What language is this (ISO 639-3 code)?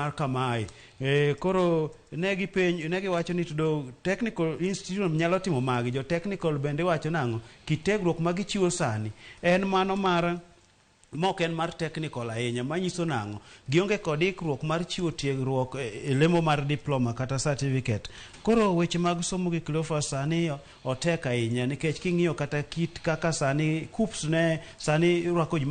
luo